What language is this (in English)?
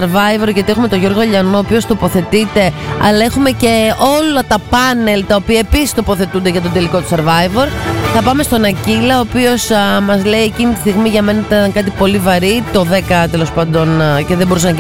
Greek